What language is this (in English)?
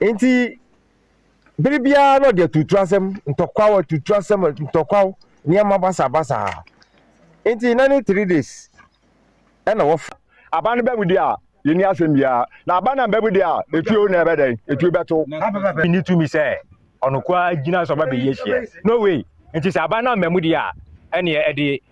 Akan